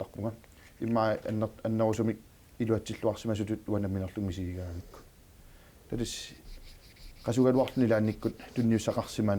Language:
Kalaallisut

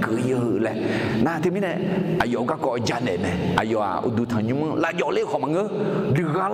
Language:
Akha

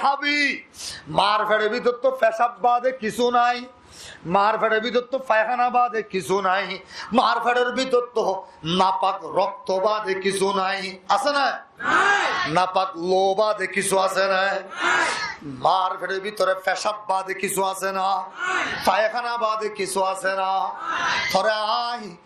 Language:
Rohingya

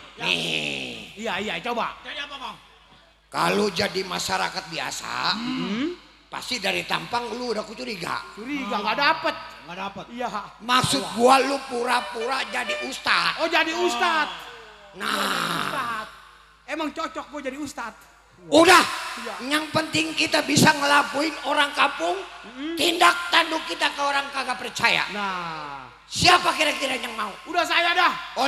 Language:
Betawi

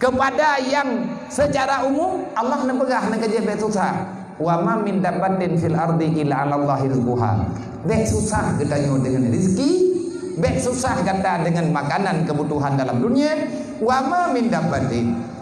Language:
Achinese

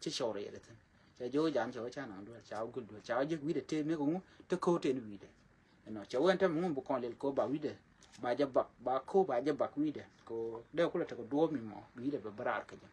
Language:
Nuer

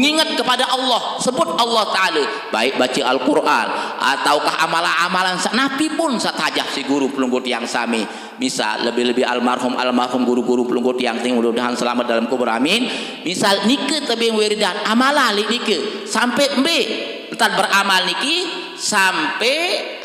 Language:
Sasak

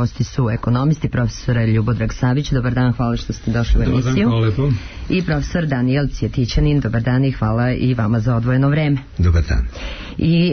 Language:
Serbian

